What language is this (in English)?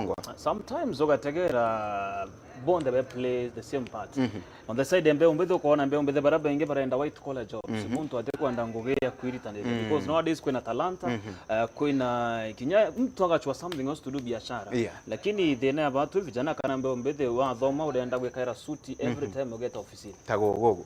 Meru